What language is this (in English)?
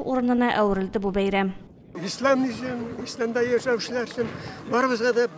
Tatar